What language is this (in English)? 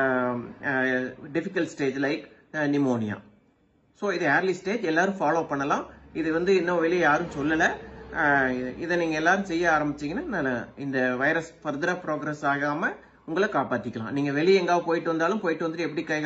Tamil